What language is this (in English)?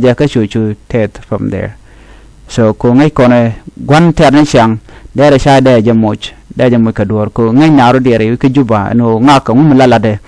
Nuer